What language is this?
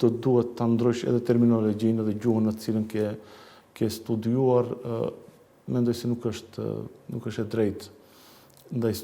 Albanian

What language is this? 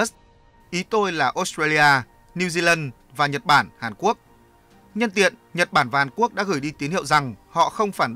Vietnamese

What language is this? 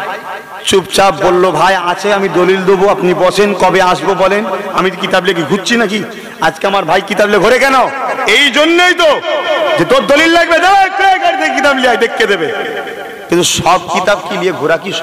Bangla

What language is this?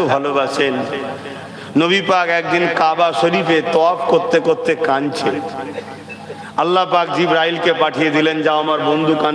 Bangla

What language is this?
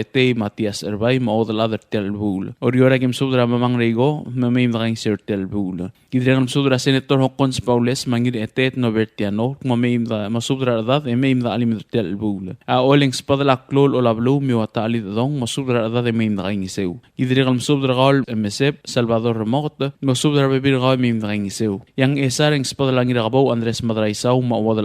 Palauan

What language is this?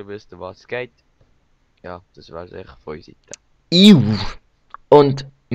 Swiss German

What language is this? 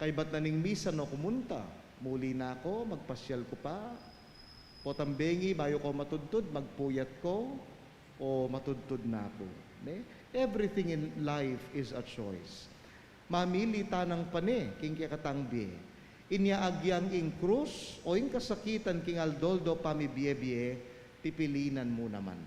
Pampanga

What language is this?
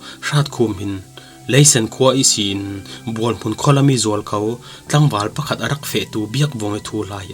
Falam Chin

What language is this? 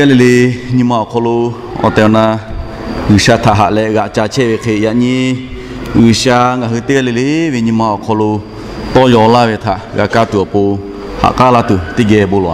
Lahu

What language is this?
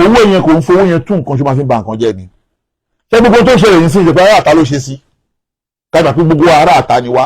Yoruba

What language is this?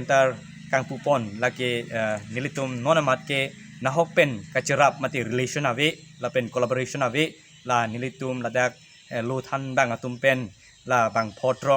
Karbi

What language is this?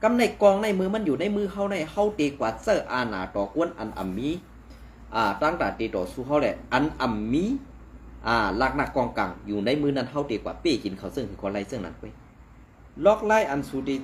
Shan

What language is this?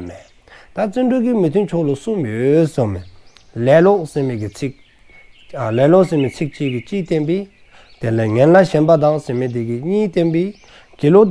Dzongkha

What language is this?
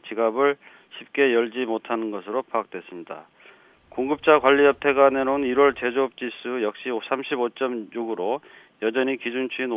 Korean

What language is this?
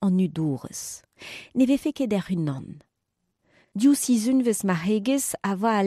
Breton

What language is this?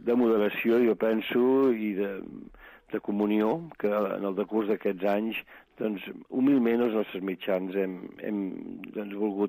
Catalan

